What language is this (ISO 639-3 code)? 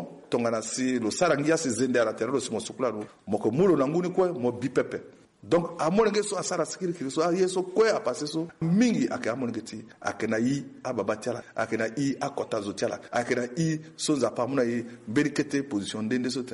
sag